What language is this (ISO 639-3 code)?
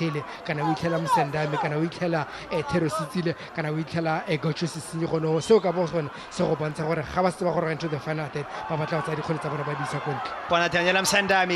tsn